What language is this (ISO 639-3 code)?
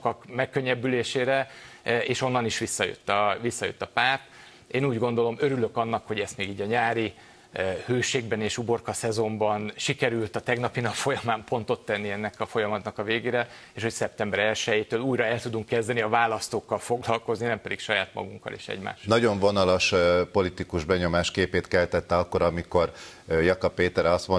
hun